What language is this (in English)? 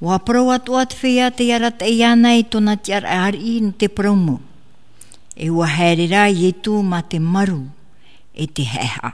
Tahitian